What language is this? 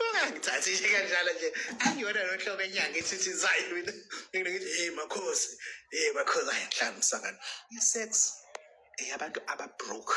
Zulu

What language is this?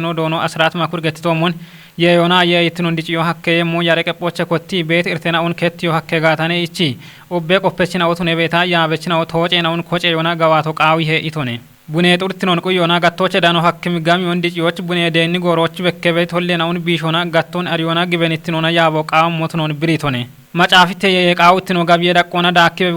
Kafa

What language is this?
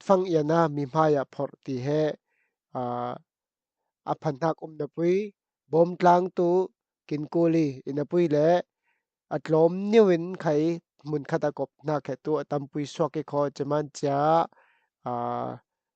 Falam Chin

